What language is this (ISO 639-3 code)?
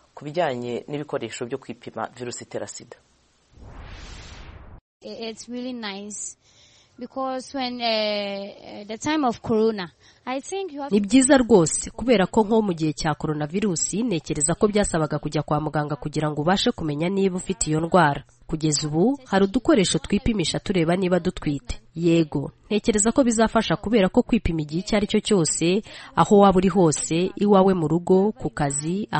kin